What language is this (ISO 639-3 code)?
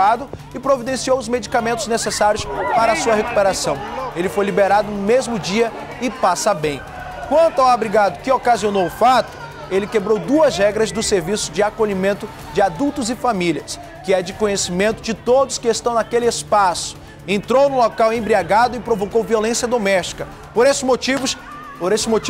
por